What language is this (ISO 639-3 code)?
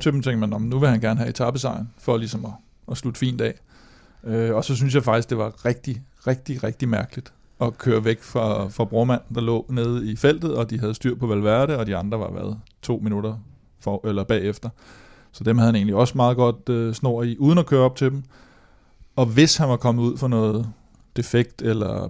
dan